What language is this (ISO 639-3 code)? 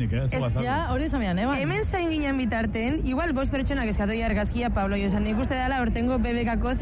eus